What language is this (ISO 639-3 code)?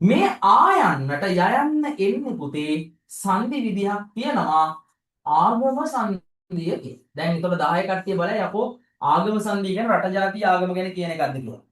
sin